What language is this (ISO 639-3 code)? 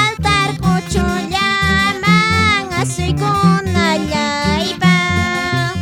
que